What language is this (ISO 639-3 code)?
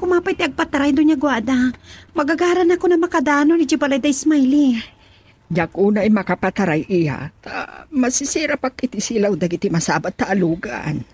ilo